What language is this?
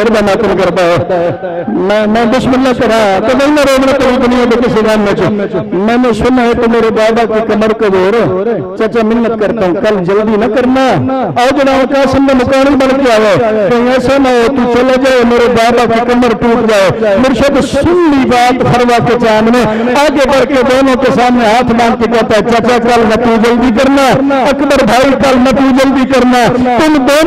Urdu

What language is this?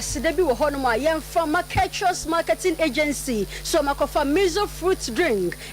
Akan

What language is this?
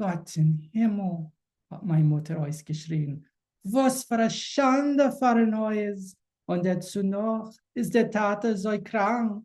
Yiddish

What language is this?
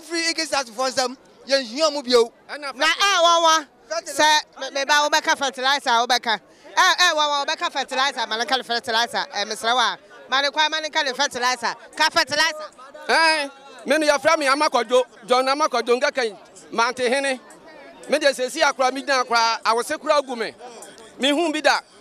Akan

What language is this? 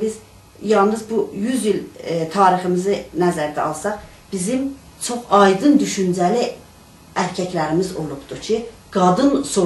South Azerbaijani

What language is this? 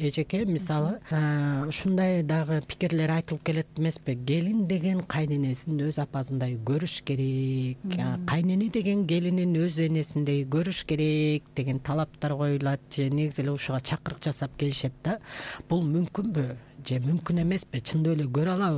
Kyrgyz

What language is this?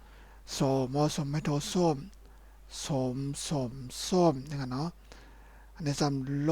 Shan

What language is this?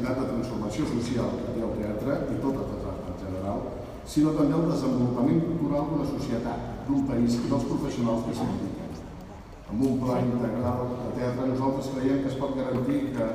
Catalan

